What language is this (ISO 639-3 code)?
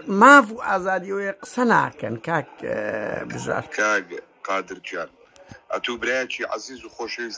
ckb